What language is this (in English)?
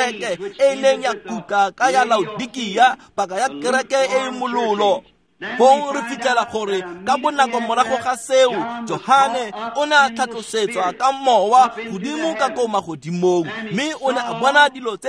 Tswana